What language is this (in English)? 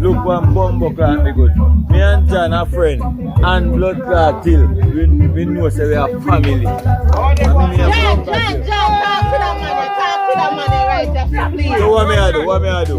Jamaican Creole English